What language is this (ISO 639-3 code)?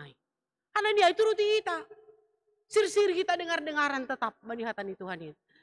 bts